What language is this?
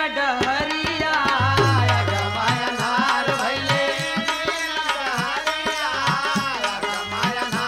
Bhojpuri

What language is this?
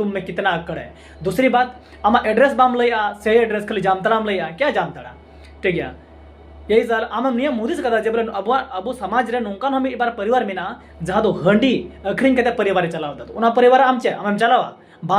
Santali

